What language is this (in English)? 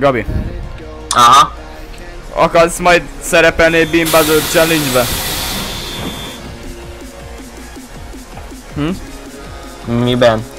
Hungarian